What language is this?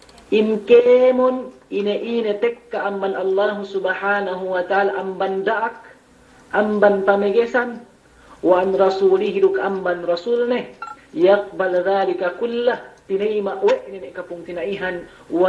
Yakan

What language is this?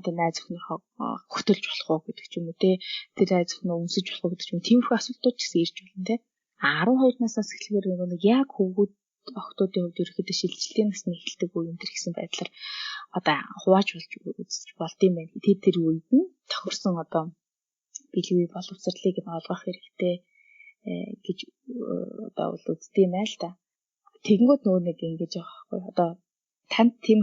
Mongolian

